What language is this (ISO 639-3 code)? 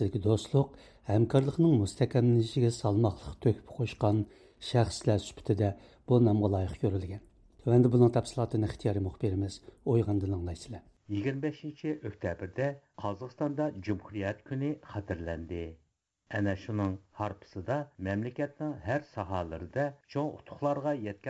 uig